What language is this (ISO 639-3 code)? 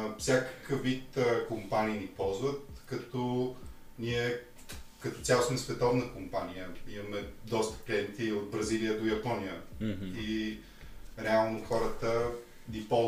bul